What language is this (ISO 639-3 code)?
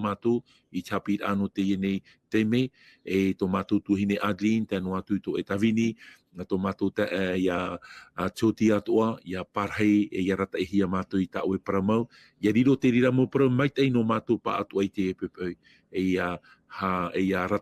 tah